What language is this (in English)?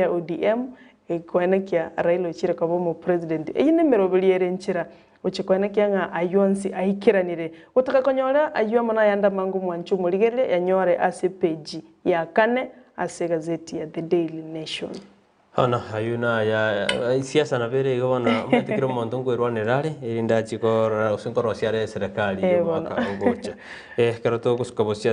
Gusii